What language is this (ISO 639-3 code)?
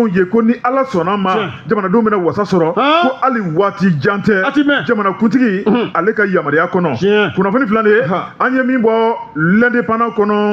bam